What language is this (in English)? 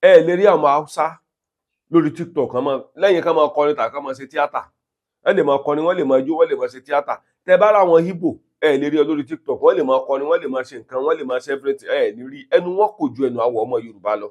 Yoruba